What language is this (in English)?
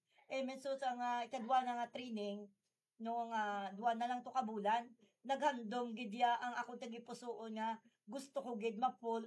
Hiligaynon